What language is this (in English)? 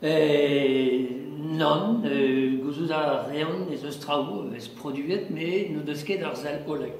Breton